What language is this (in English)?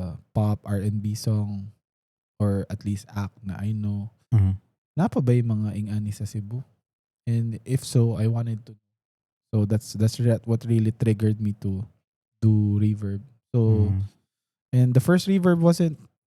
Cebuano